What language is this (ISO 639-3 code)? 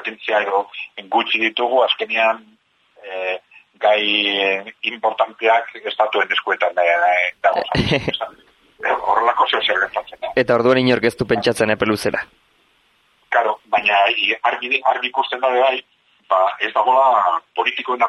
eus